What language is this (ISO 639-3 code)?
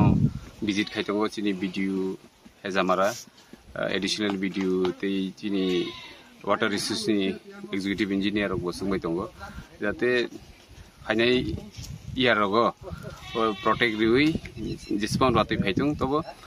trp